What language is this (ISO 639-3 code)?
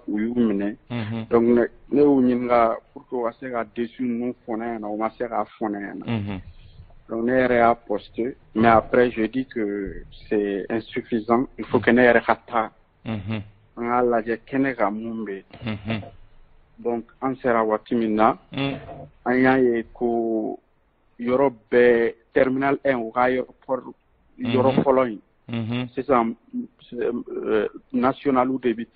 bam